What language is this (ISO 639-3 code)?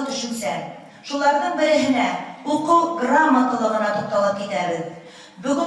bak